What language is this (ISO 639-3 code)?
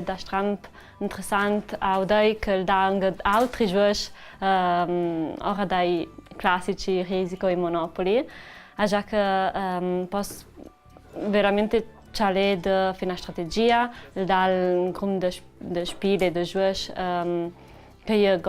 lld